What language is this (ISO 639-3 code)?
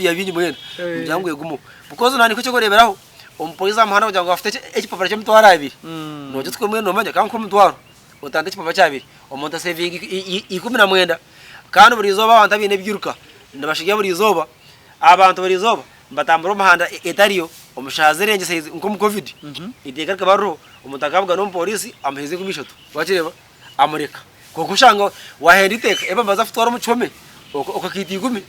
nyn